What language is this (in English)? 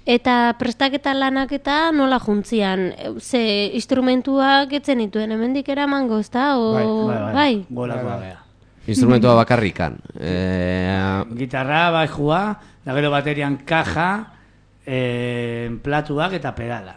Basque